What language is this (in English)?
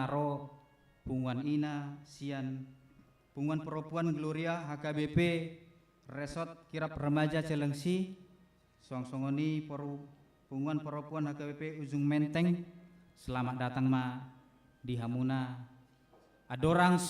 Batak Toba